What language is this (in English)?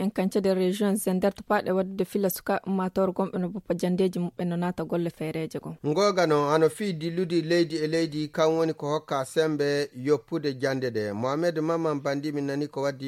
Fula